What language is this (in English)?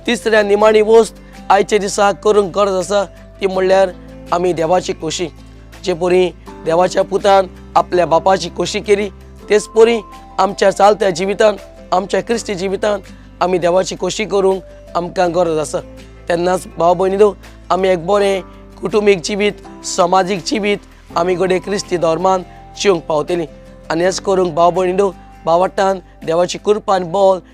Konkani